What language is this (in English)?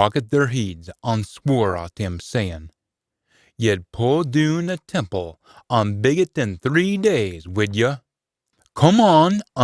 Scots